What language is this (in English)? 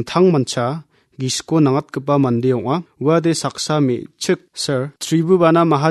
Garo